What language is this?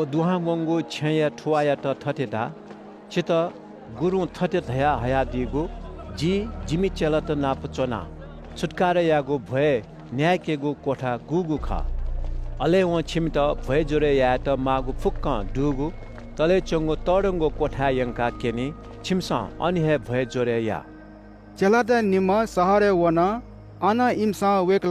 Newari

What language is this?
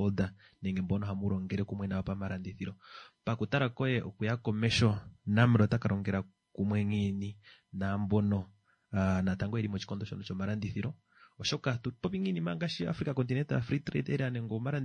Kuanyama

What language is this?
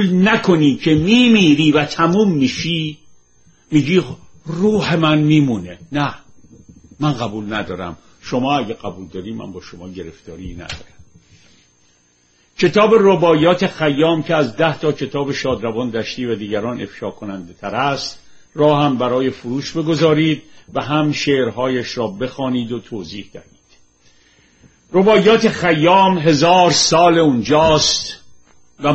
Persian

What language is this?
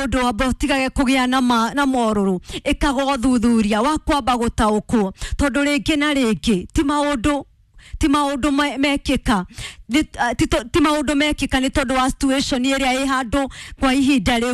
Kikuyu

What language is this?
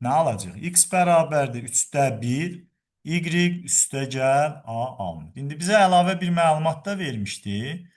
Azerbaijani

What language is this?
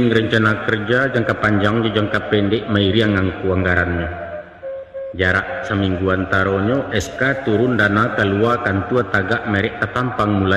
Minangkabau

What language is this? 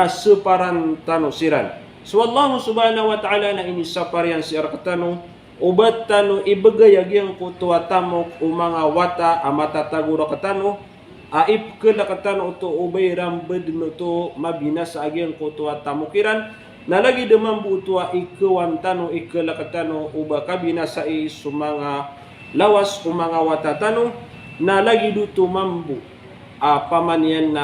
Maranao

